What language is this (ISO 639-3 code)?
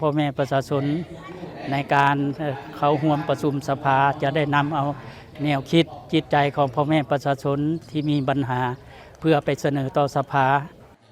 lao